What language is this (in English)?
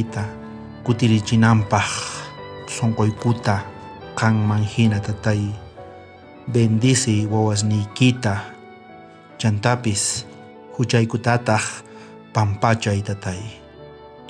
South Bolivian Quechua